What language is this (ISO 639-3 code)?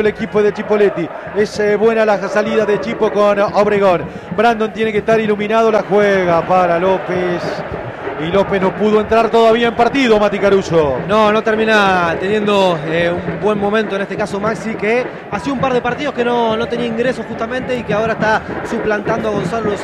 spa